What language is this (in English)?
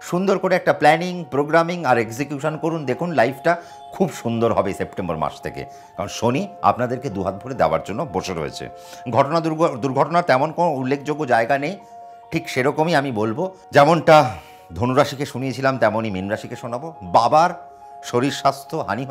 Bangla